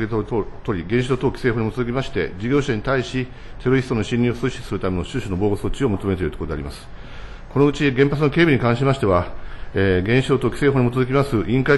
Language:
Japanese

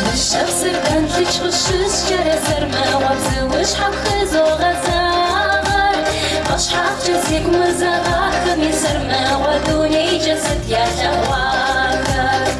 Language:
Kabardian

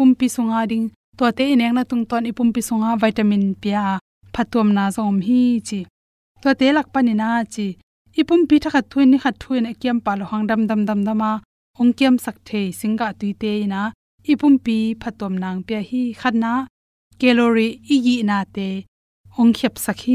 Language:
Tedim Chin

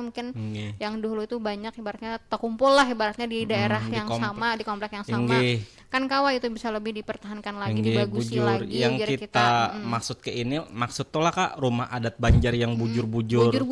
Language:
Banjar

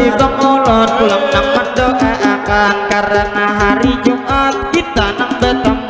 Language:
Banjar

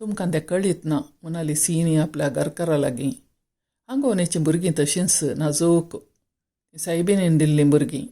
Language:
Konkani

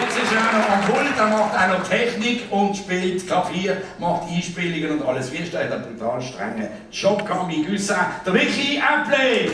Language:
Swiss German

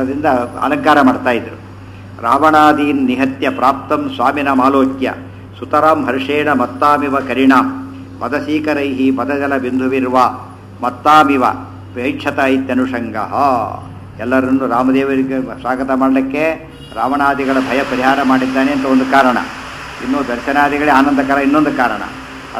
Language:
Kannada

